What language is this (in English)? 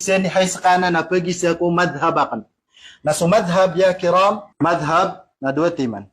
Maranao